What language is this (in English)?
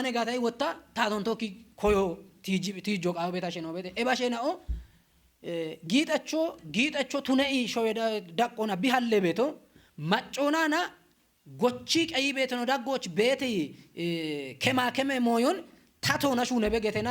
Kafa